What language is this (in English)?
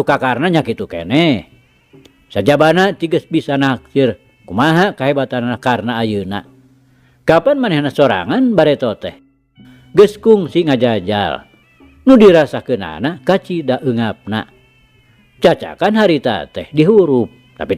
Sundanese